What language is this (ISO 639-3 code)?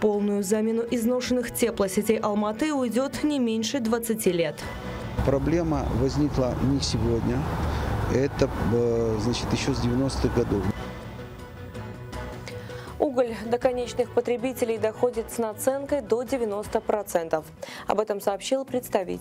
rus